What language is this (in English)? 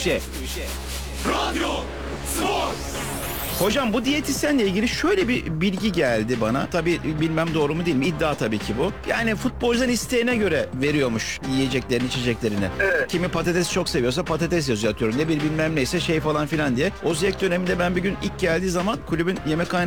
Turkish